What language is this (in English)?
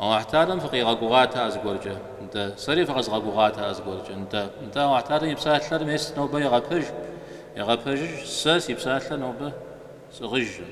Kabardian